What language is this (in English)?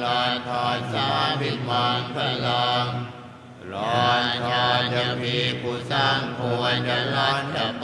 Pali